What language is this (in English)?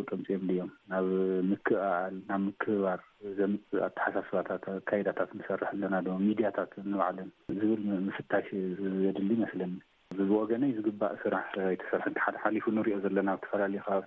Tigrinya